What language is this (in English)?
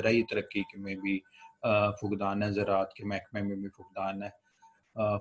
Urdu